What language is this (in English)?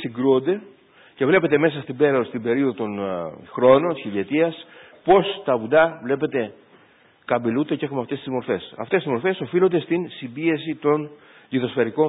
Greek